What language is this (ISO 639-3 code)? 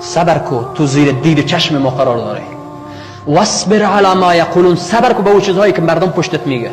fas